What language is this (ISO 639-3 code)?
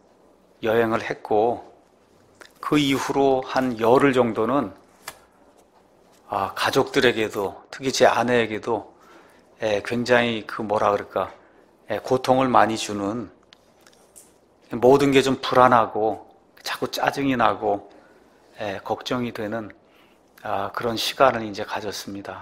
kor